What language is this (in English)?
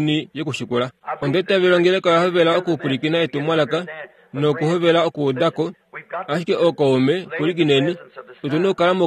Kuanyama